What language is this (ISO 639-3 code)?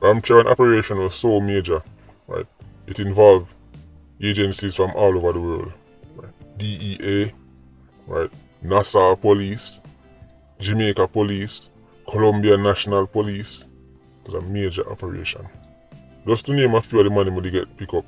jam